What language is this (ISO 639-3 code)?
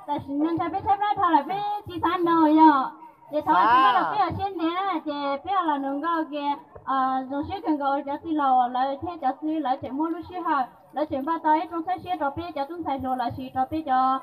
hmn